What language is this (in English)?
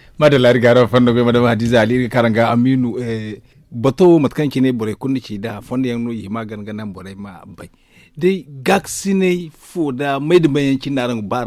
Zarma